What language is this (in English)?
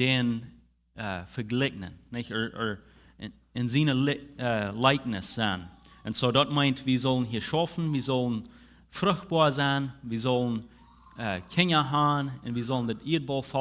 Plautdietsch